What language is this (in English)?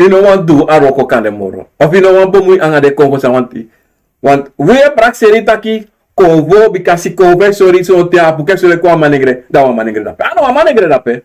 Sranan Tongo